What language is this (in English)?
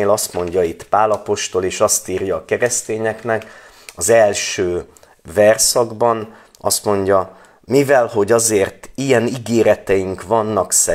Hungarian